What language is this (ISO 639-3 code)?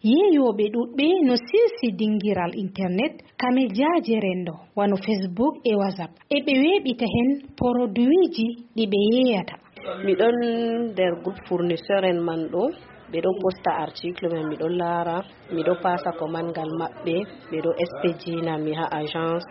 ful